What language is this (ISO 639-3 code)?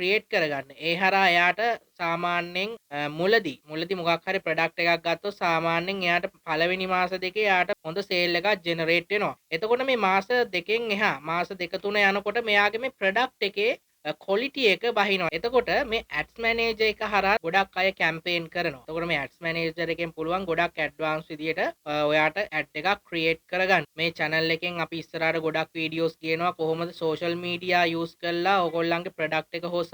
sin